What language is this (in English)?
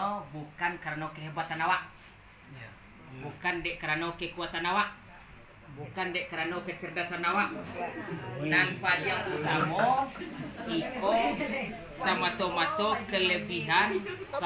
Minangkabau